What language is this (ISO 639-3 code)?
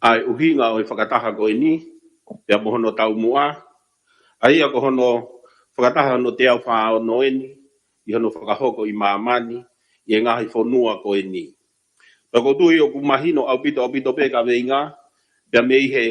ton